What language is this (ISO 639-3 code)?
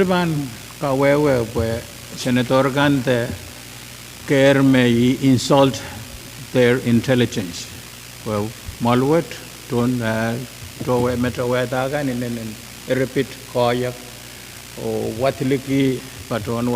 pon